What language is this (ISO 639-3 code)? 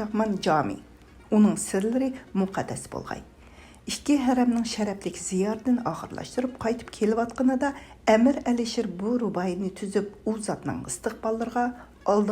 uig